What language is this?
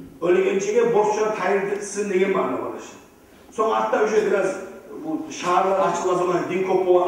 Kumyk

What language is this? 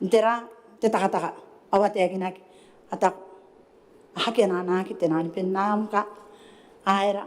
Gilbertese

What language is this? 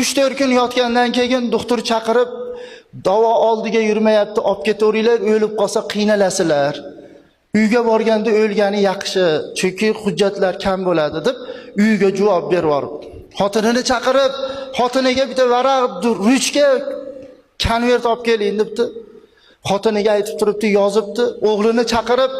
Uzbek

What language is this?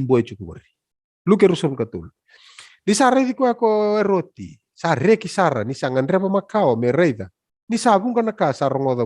Fijian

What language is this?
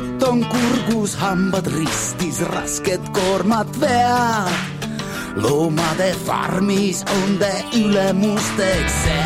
Estonian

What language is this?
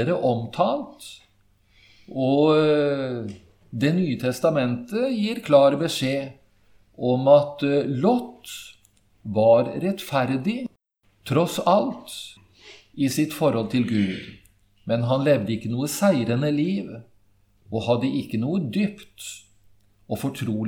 Norwegian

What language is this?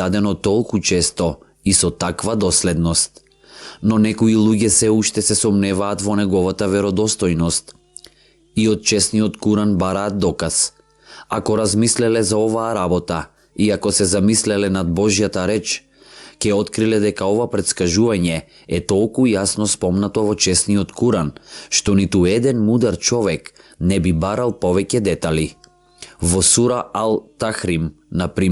Macedonian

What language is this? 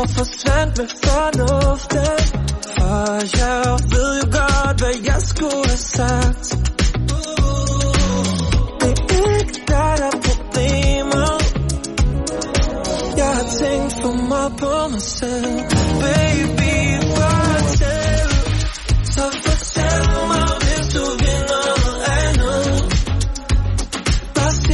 Danish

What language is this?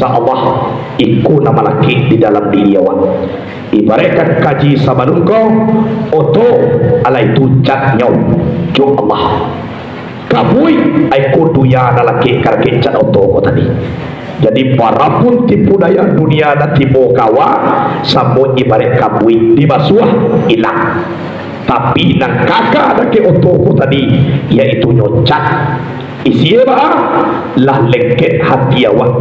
Minangkabau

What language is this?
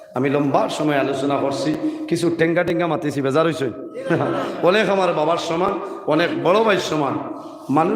Sylheti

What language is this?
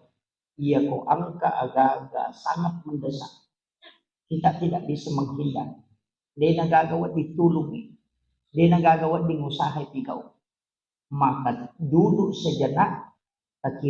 Buginese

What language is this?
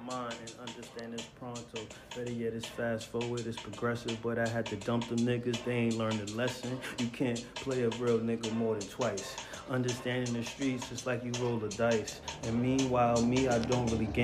English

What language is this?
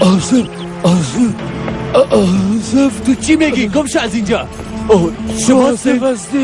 Tajik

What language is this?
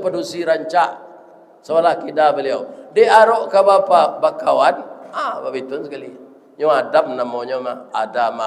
Minangkabau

